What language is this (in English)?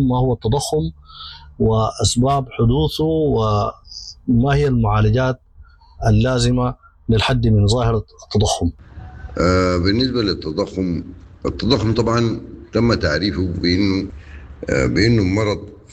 Sudanese Arabic